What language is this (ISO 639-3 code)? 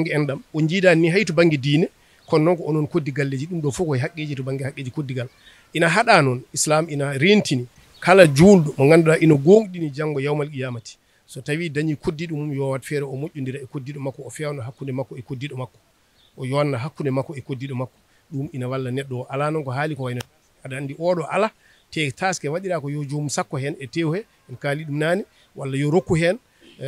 ful